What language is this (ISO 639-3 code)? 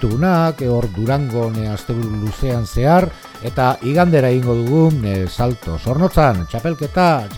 eus